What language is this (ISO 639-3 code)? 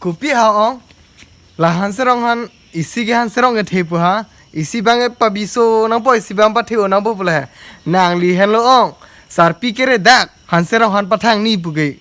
mjw